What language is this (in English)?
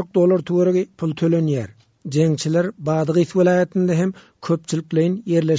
Turkmen